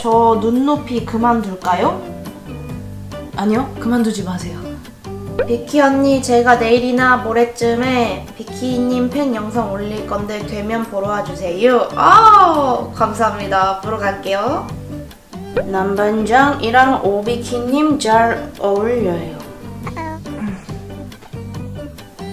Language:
Korean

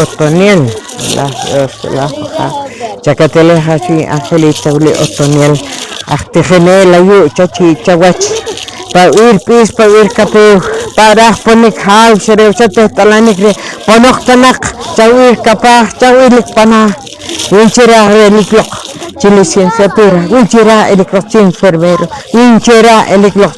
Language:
Poqomchi'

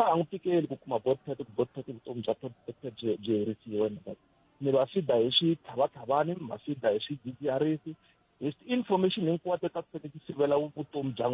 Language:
Tsonga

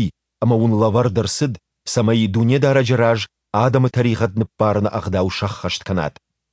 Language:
Ossetic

